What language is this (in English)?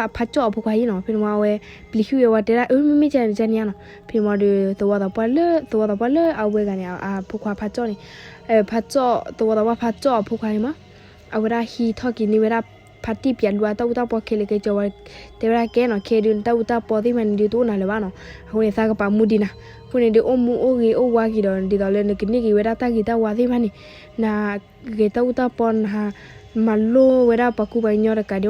S'gaw Karen